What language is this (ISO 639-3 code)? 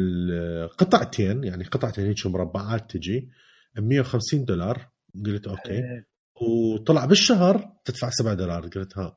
acm